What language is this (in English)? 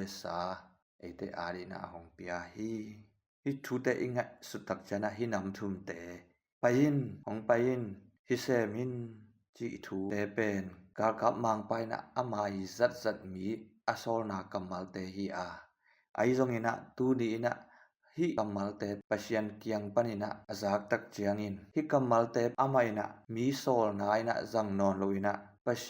Tedim Chin